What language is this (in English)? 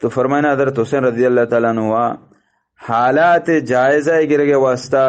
Eastern Balochi